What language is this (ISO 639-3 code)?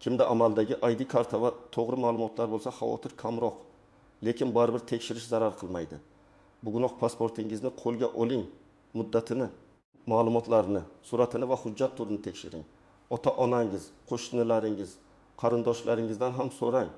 uzb